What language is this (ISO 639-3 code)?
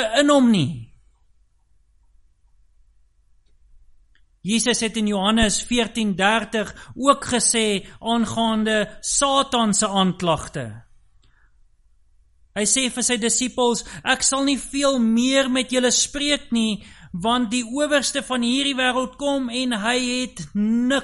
afr